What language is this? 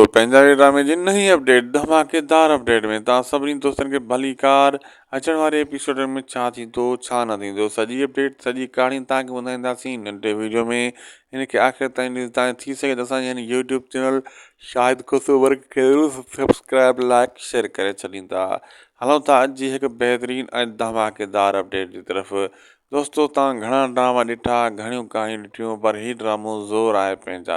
Sindhi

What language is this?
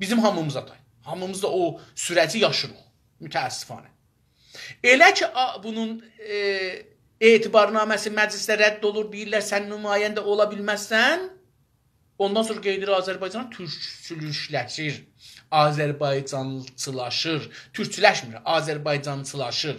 South Azerbaijani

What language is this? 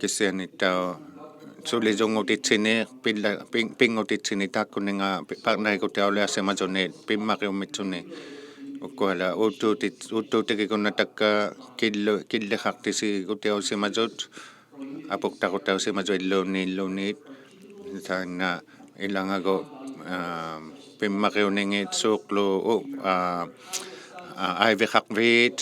Inuktitut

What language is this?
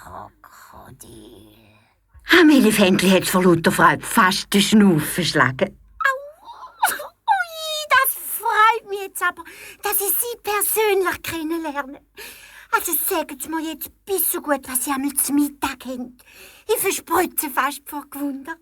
Swiss German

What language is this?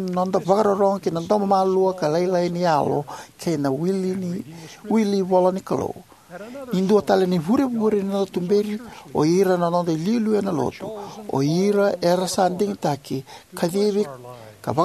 Fijian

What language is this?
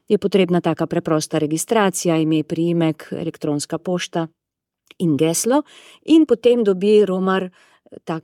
Slovenian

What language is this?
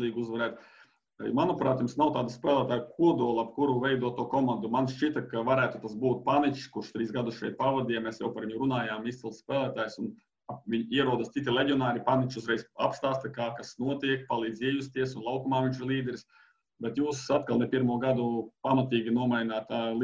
Latvian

